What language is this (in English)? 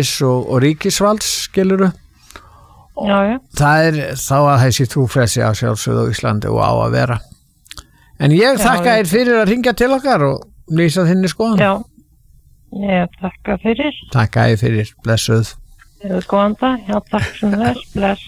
Icelandic